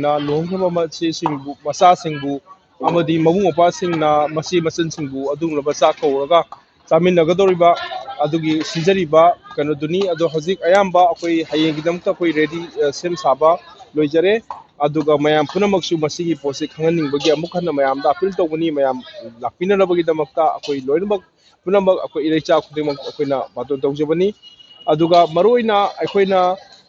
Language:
Manipuri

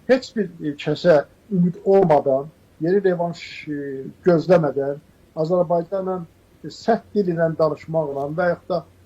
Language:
Azerbaijani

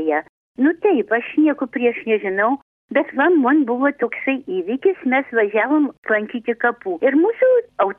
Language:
Lithuanian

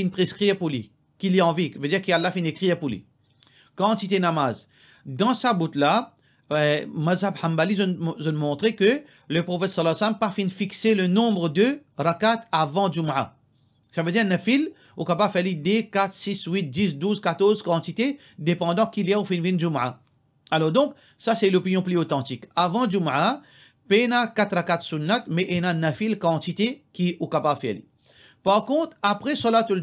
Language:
Morisyen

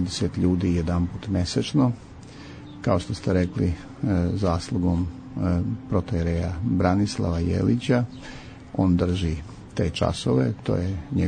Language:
Serbian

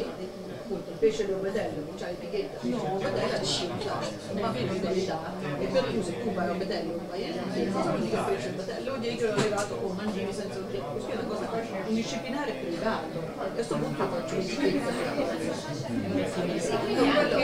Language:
Italian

